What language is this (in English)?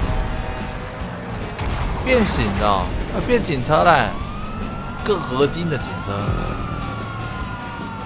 Chinese